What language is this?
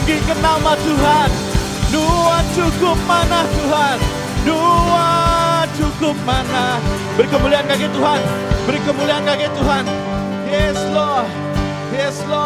Iban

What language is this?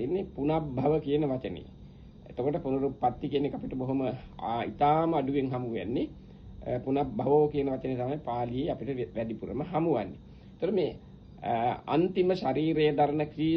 Sinhala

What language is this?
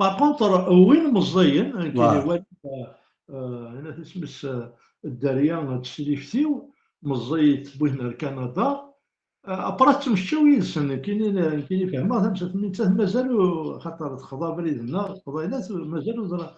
Kabyle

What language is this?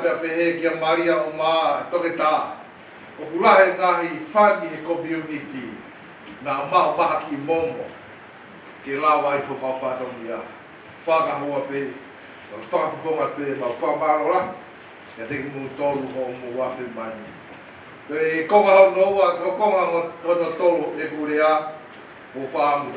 Tongan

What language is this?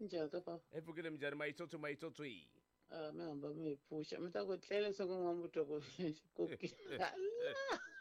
Tsonga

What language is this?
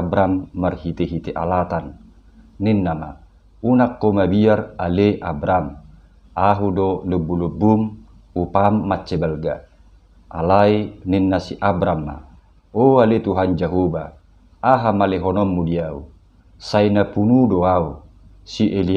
Batak Toba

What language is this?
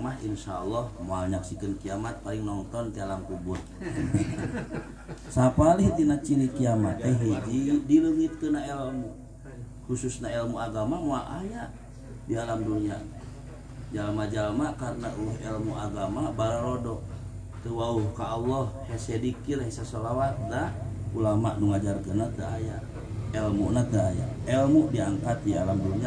Sundanese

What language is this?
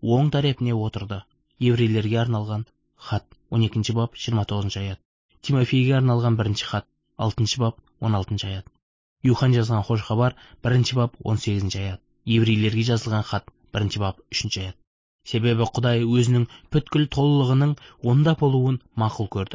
Kazakh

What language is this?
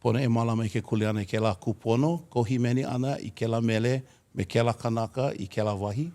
Hawaiian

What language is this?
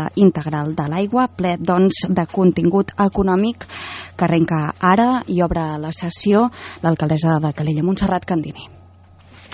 Catalan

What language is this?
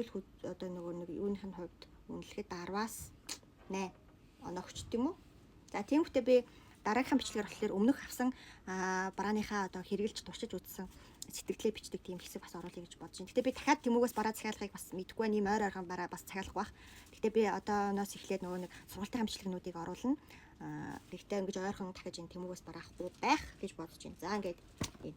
Mongolian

